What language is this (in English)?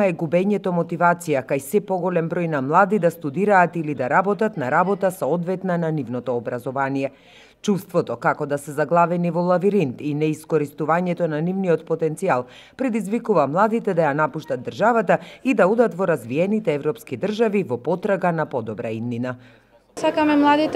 Macedonian